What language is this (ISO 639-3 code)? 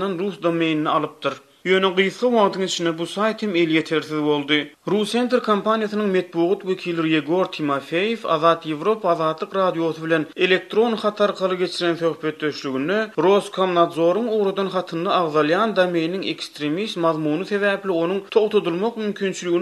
tuk